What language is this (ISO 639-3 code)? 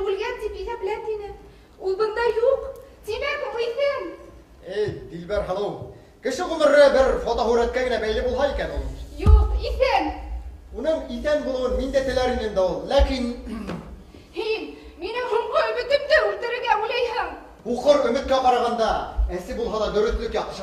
bak